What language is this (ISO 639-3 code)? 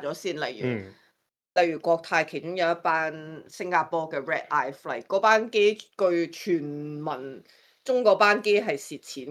yue